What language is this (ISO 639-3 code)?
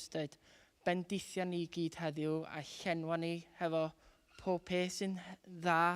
cym